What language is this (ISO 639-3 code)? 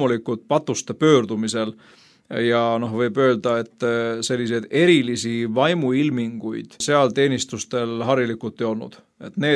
est